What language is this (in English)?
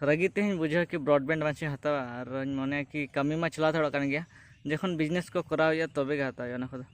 Santali